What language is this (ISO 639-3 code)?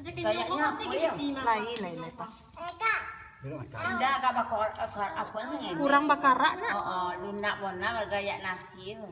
min